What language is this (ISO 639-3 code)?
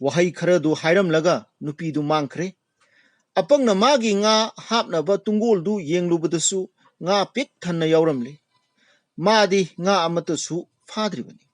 mni